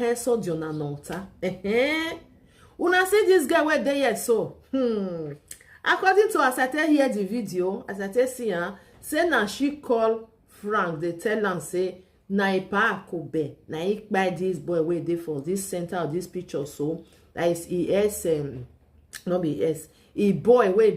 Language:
Nigerian Pidgin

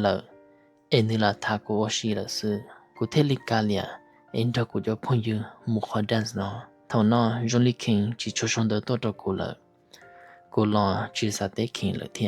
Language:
Hmong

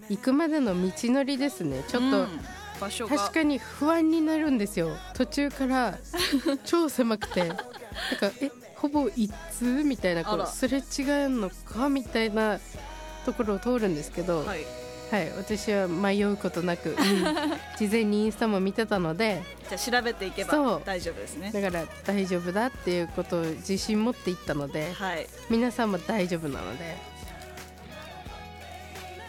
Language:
Japanese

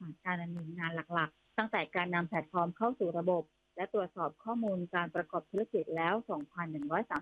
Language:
Thai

